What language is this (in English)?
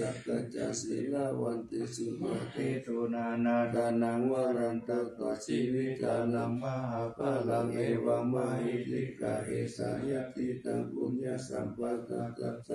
Pali